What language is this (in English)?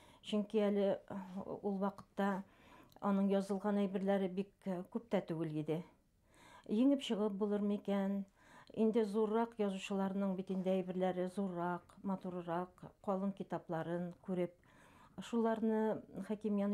Bashkir